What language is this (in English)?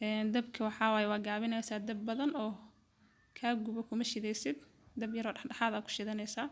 Somali